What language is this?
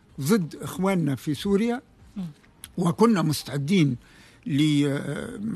Tunisian Arabic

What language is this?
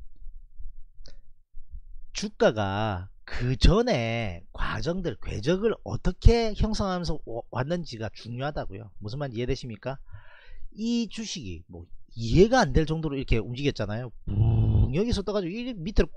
Korean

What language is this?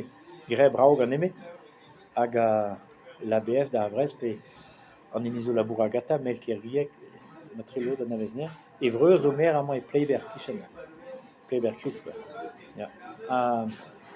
Breton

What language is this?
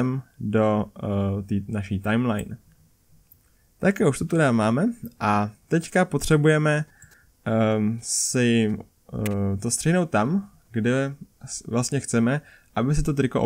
Czech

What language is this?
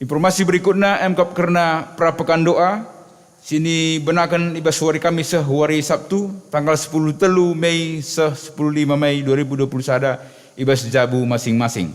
Batak Karo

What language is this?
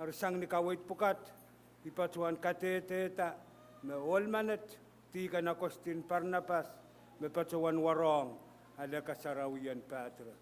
Pohnpeian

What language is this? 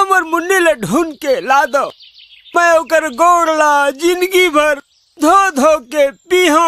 Chhattisgarhi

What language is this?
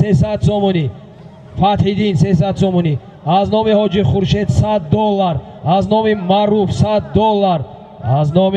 Tajik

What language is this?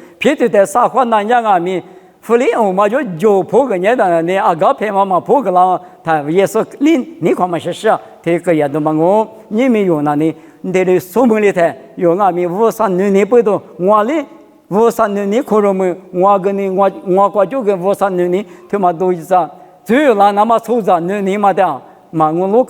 Lisu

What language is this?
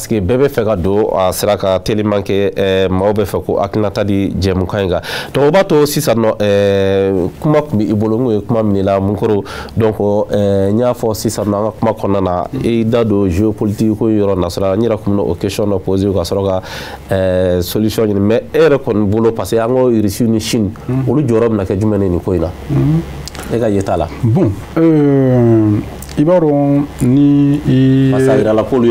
Bambara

